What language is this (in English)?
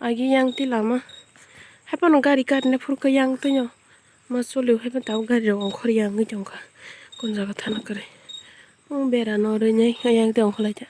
Kok Borok